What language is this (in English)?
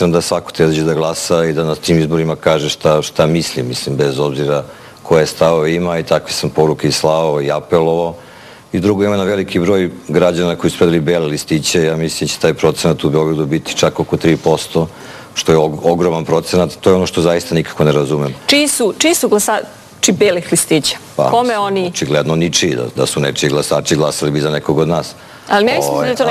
Serbian